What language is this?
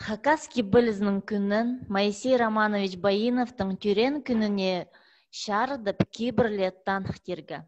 Khakas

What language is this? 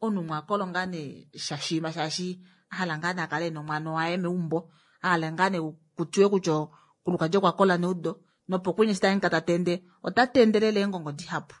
Kuanyama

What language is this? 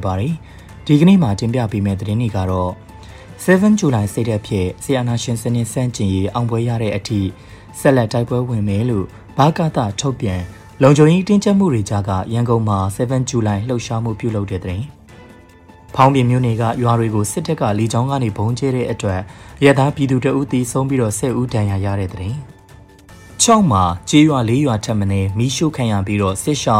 Burmese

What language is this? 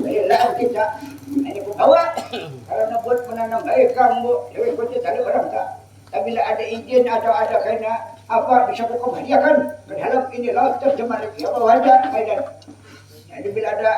Banjar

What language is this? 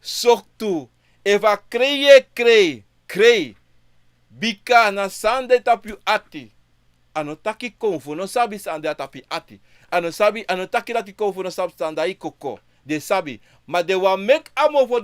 Sranan Tongo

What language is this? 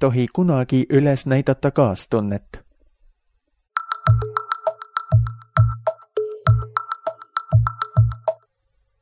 Estonian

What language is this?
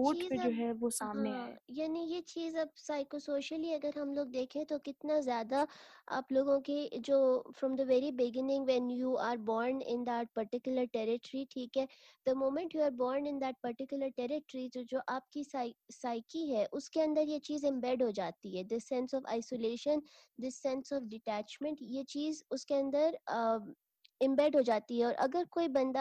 Urdu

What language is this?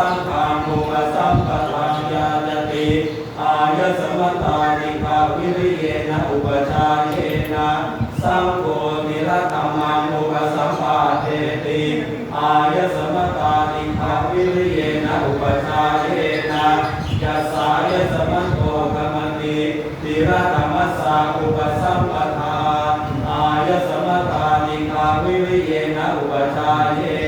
Pali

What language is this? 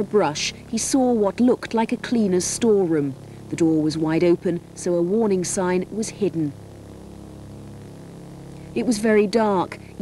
English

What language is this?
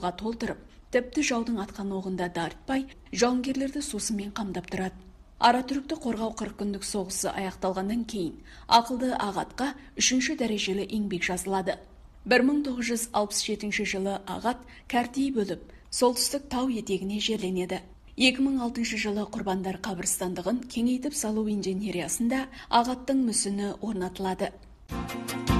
Kazakh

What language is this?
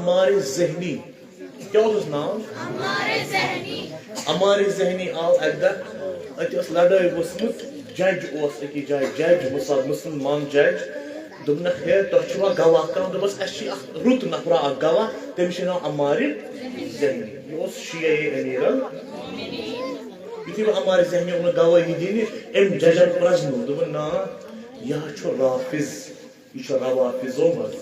Kashmiri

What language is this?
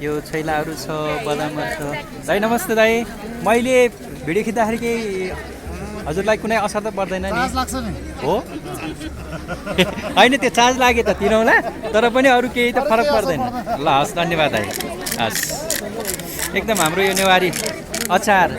Nepali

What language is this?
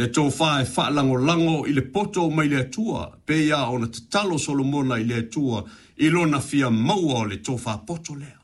Samoan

